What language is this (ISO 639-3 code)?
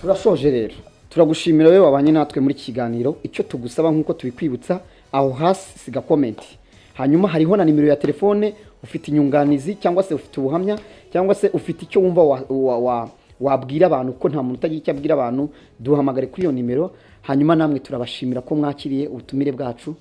kin